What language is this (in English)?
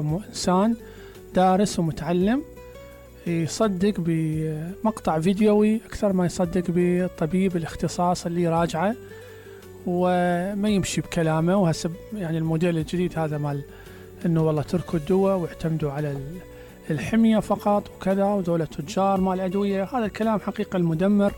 Mesopotamian Arabic